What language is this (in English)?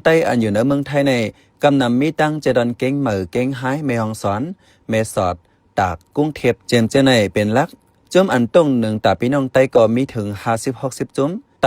Shan